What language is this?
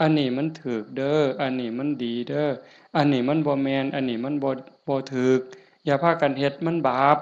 Northeastern Thai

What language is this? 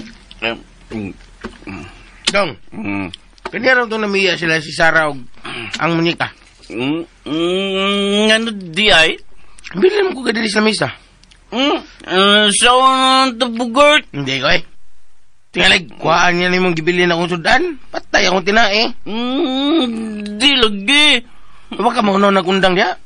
Cebuano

